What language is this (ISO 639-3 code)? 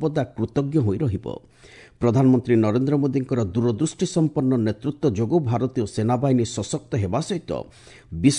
ori